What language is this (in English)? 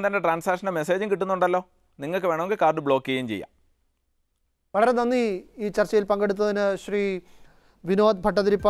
Malayalam